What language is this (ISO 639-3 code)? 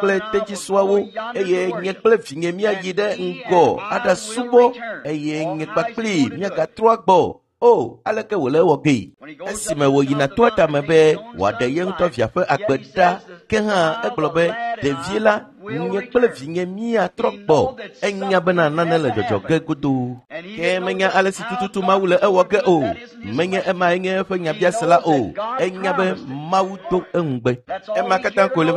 ewe